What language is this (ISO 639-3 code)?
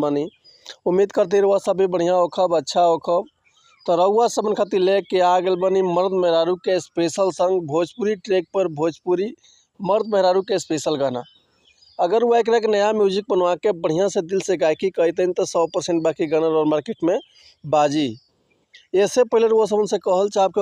bho